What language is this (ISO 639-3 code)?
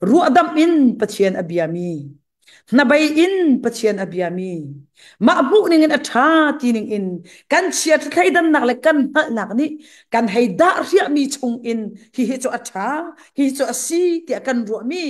cnh